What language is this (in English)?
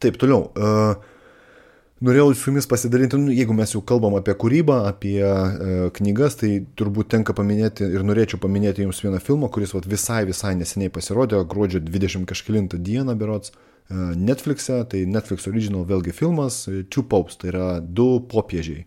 Lithuanian